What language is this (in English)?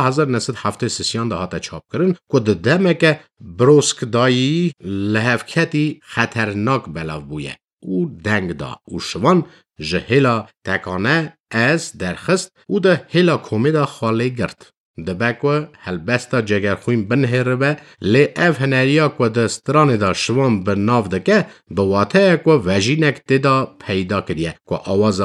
Kurdish